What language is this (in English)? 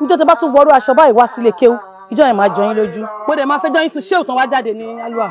Yoruba